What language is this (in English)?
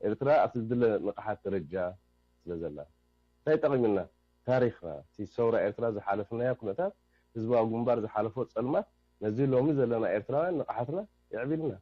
Tigrinya